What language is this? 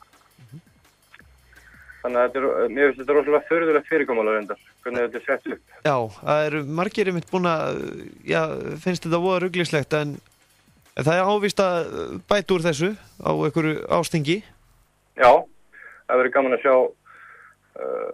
Icelandic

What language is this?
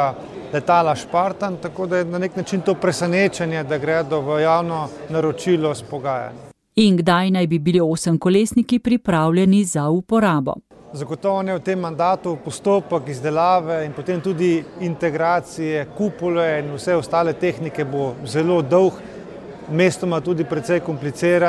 Slovenian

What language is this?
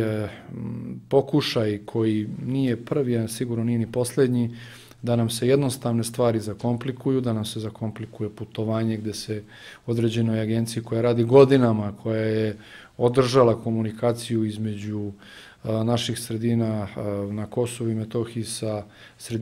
Serbian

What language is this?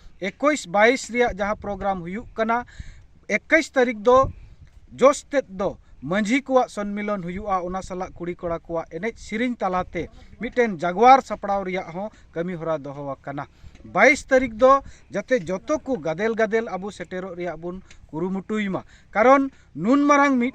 Santali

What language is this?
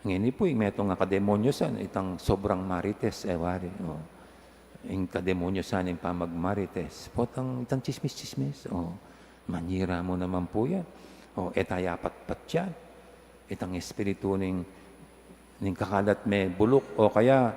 Pampanga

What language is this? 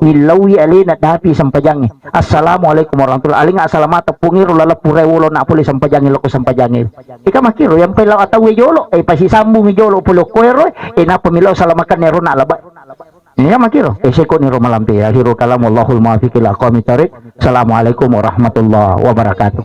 Buginese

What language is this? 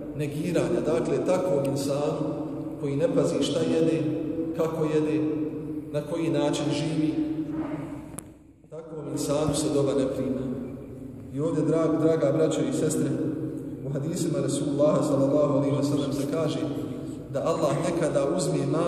Bosnian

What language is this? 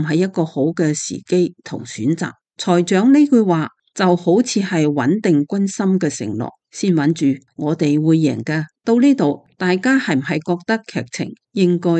Cantonese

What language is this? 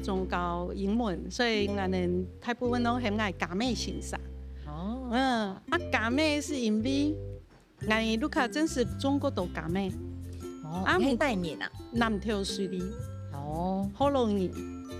Hakka Chinese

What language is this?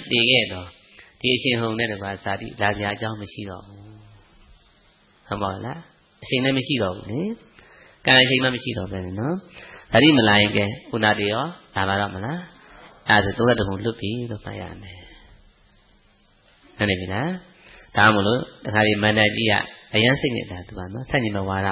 Burmese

